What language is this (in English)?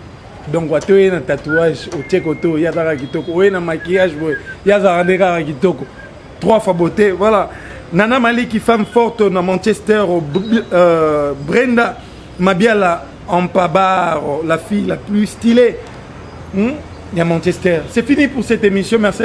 Lingala